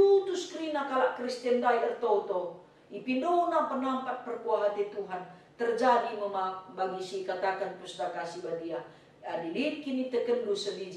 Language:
Batak Karo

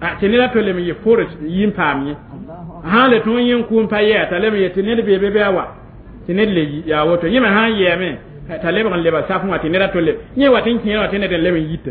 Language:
Mossi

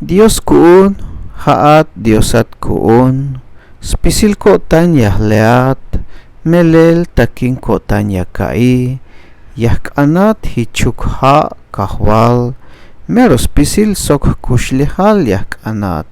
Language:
Tzeltal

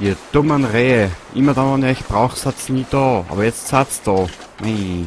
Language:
Bavarian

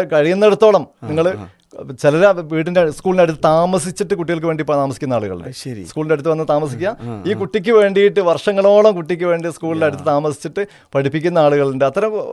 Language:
Malayalam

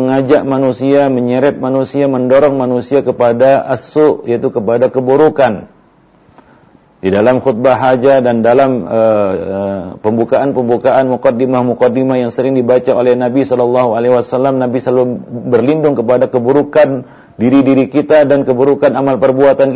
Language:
Indonesian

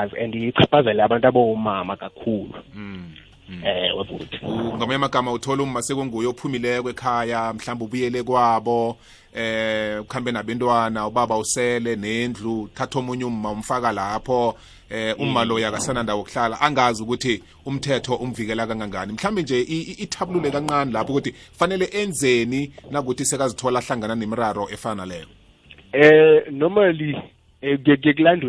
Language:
South Ndebele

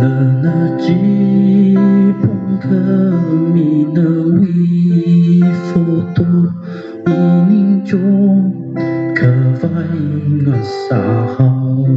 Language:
Tangkhul Naga (India)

